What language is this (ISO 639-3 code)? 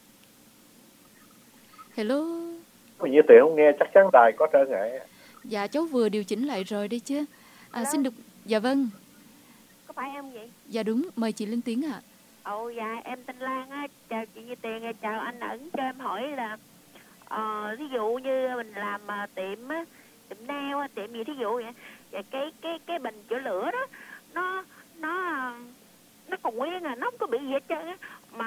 vie